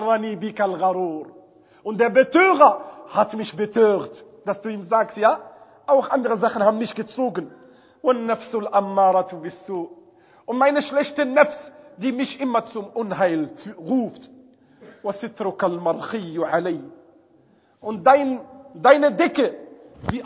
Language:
German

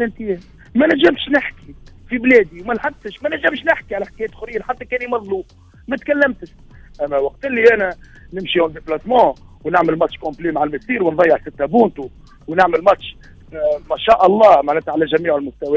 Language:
Tunisian Arabic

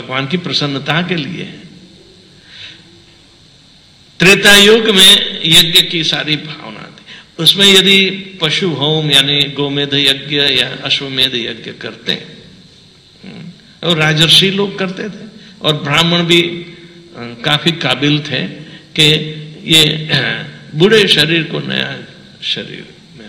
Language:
Hindi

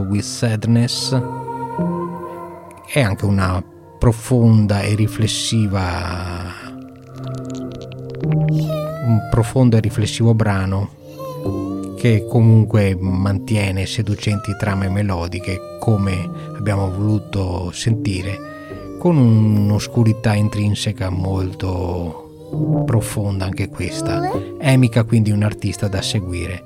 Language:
Italian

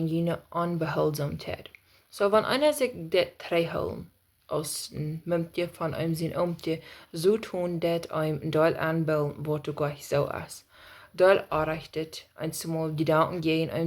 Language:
Plautdietsch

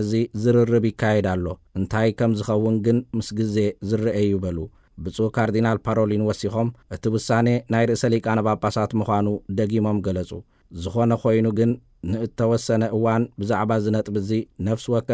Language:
Tigrinya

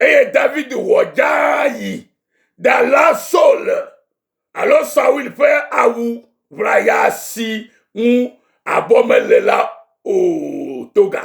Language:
Ewe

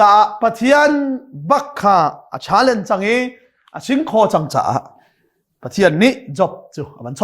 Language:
Hakha Chin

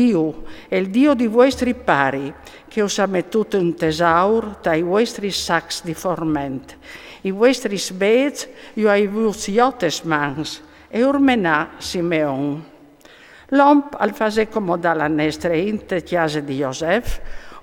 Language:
Friulian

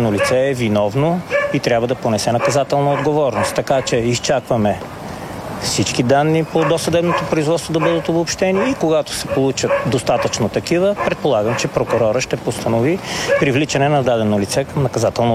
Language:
Bulgarian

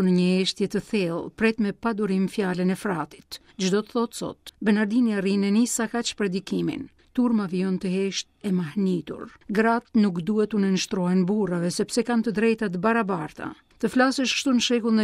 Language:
Albanian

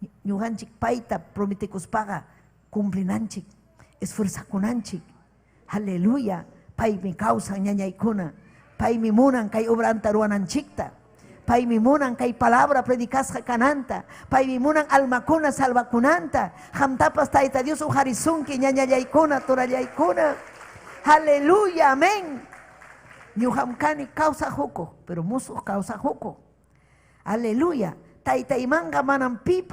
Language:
Ayacucho Quechua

